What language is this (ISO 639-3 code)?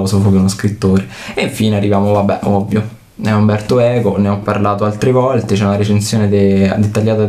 ita